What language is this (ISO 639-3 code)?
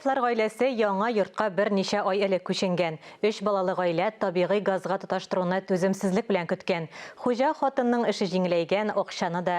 tat